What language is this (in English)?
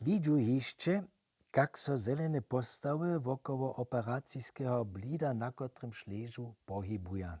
Upper Sorbian